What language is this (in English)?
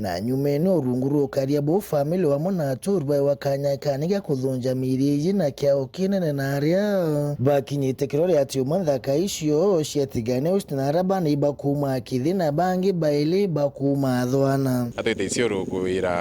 Meru